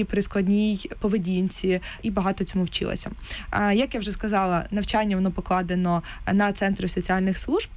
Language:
Ukrainian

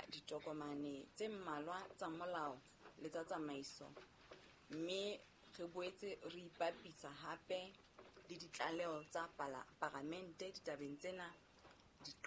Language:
Southern Sotho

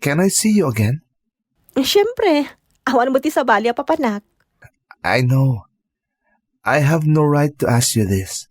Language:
Iloko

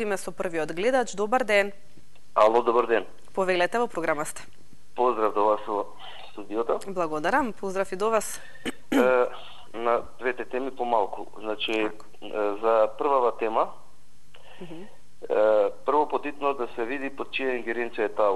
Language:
Macedonian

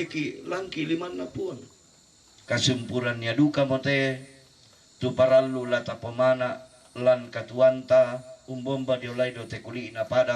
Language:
Toraja-Sa'dan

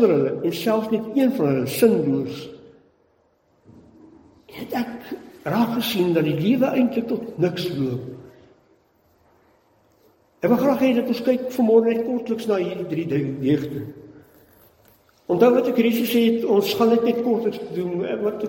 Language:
Afrikaans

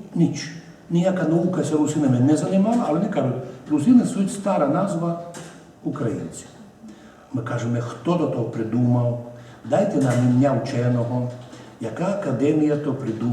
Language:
Rusyn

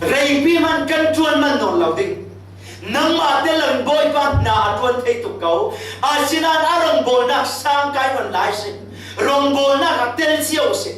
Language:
Falam Chin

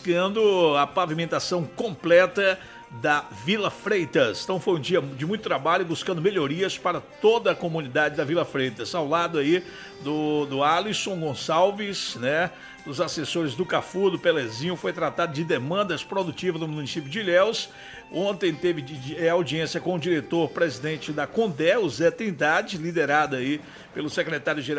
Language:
Portuguese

